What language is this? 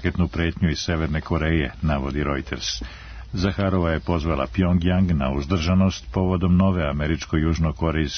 Serbian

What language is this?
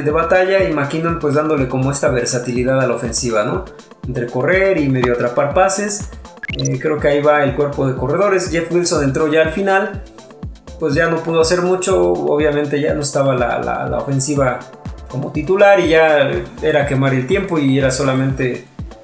Spanish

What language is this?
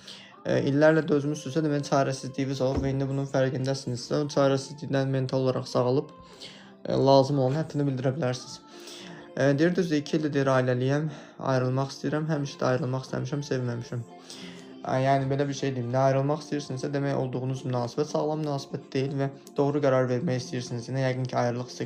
Azerbaijani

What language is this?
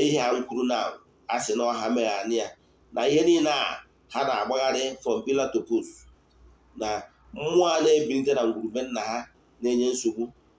Igbo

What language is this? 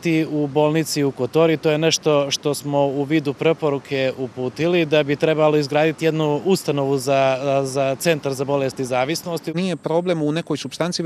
Croatian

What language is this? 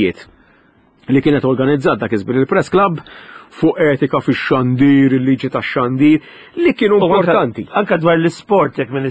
Maltese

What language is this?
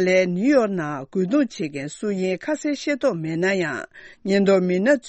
Tibetan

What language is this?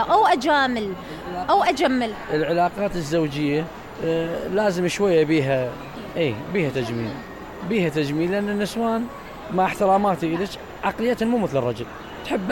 Mesopotamian Arabic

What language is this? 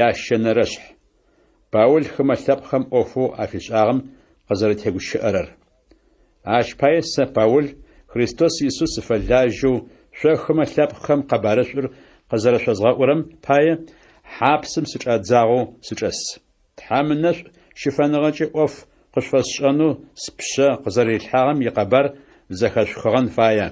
Adyghe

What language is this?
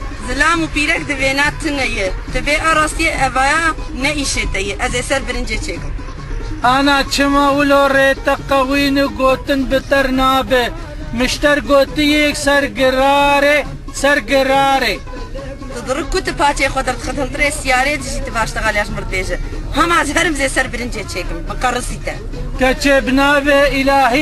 Kurdish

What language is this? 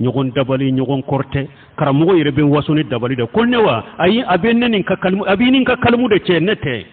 Bambara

